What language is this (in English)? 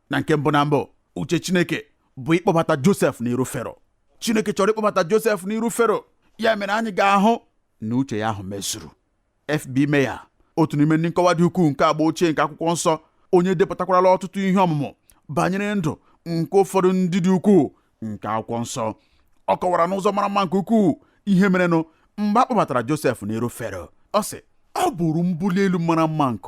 Igbo